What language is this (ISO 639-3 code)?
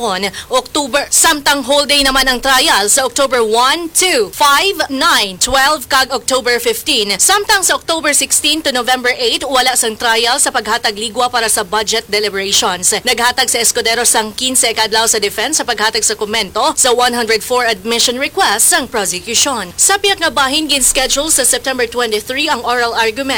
hil